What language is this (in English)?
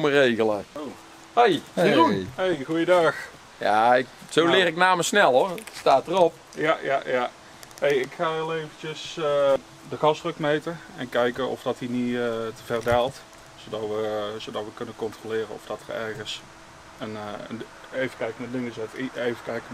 Dutch